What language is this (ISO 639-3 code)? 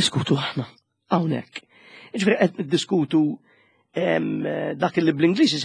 mlt